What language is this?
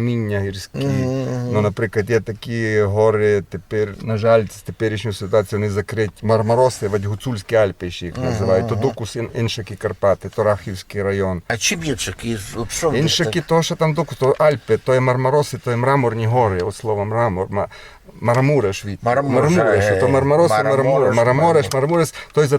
Rusyn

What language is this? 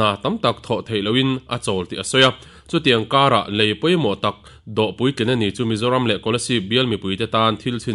Mizo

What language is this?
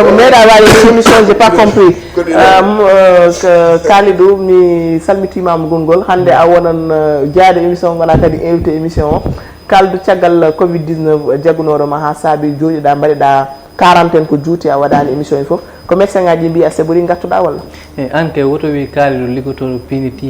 Fula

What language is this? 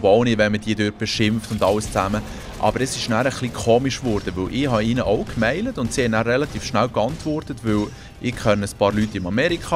Swiss German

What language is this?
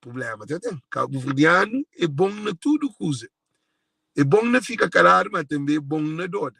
Kabuverdianu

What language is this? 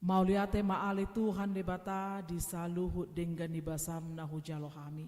Batak Toba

